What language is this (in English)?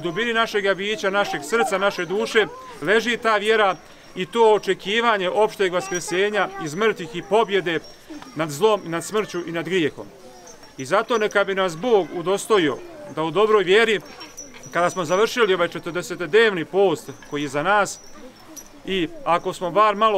Serbian